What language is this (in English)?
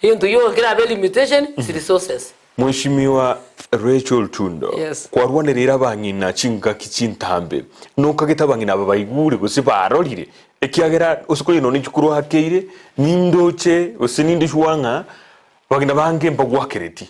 Gusii